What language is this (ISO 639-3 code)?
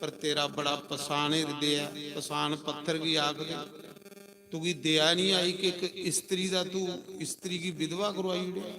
doi